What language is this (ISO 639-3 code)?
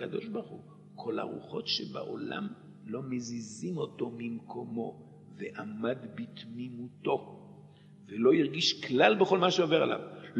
heb